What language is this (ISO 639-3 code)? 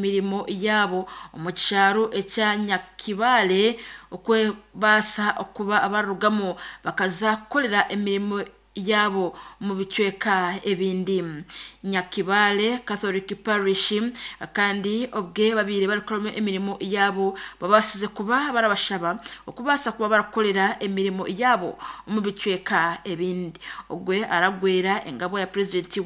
nyn